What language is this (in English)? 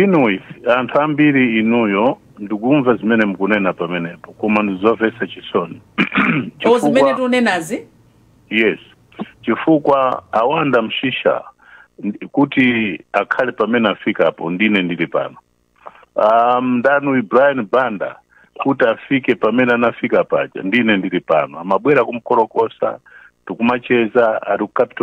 Nyanja